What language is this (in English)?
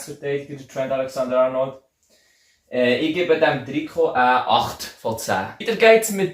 Swiss German